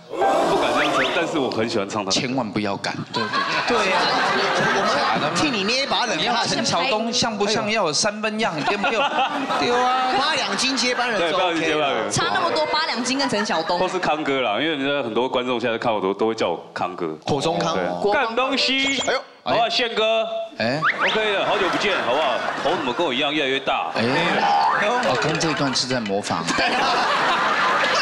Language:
Chinese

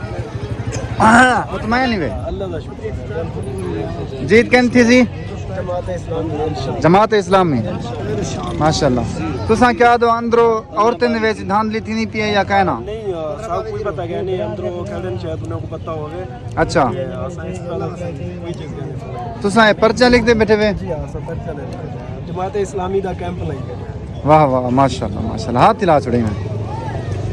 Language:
Saraiki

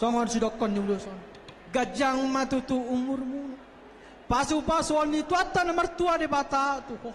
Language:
Batak Toba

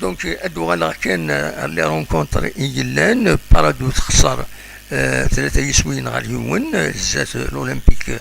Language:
Kabyle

